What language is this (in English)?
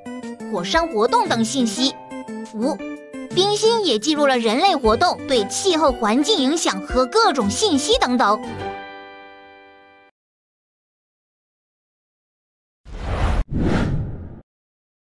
Chinese